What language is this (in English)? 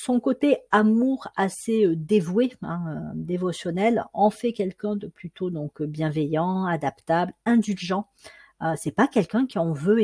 French